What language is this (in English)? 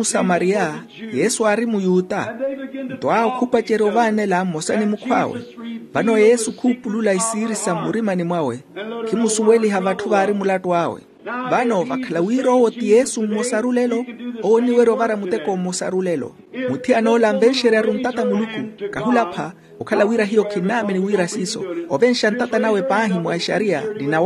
Makhuwa